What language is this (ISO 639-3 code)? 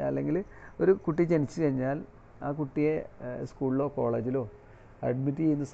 mal